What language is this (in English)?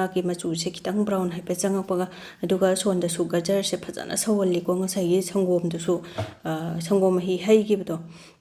Manipuri